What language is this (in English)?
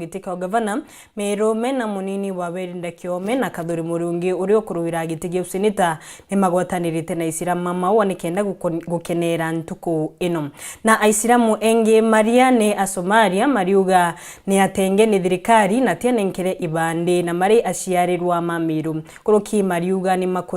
Meru